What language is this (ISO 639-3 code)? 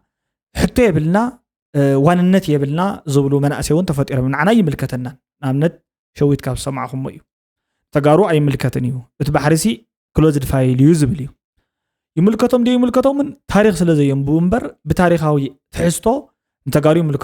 tir